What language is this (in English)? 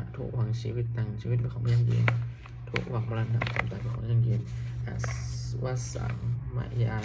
Pali